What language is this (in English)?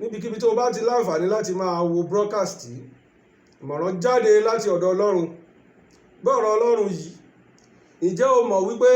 Yoruba